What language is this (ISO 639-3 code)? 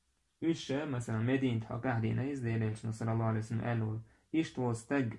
che